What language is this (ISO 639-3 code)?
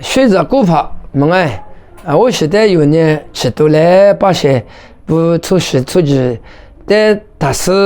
lis